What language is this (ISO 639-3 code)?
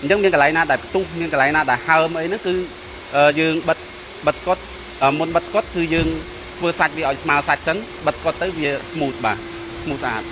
khm